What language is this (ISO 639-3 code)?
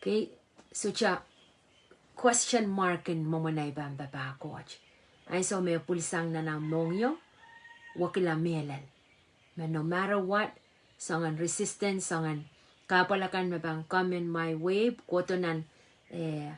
pon